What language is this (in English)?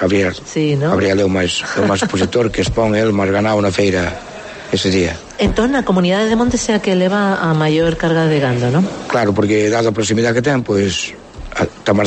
Galician